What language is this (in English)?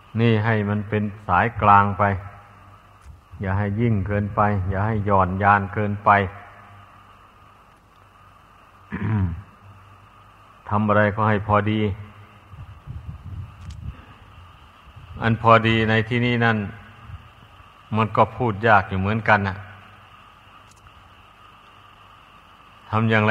Thai